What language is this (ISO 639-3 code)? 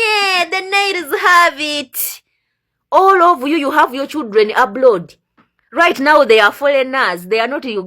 lug